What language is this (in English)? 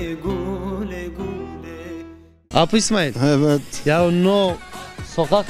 Zaza